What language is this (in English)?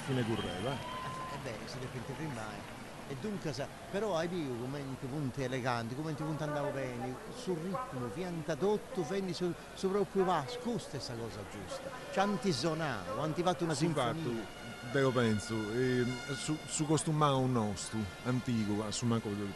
Sardinian